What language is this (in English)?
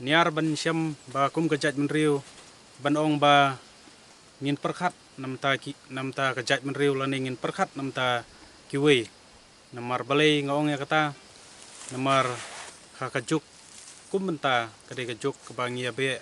Khasi